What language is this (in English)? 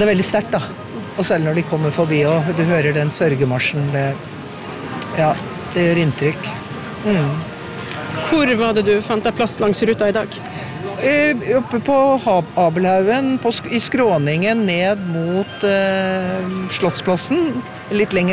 Norwegian